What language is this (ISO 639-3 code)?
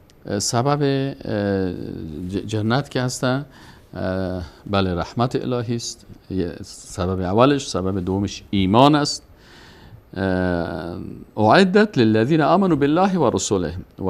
fas